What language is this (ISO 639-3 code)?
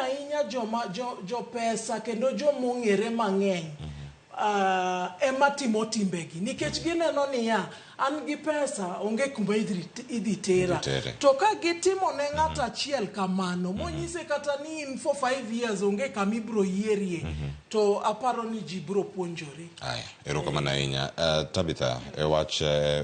luo